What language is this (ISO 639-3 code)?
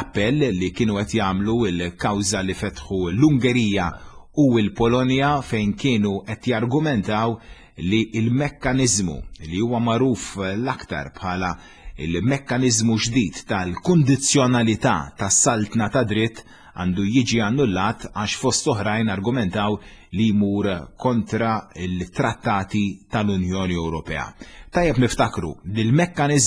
mlt